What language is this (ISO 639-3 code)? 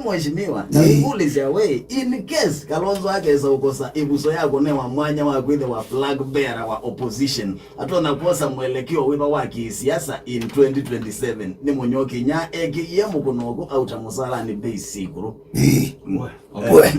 kam